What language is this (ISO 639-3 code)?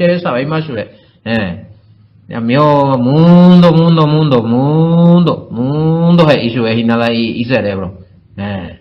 grn